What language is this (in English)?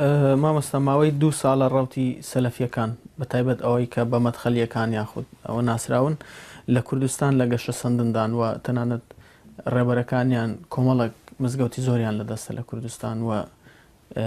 Central Kurdish